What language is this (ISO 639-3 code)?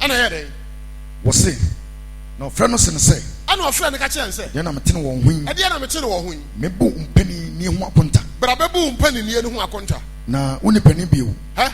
aka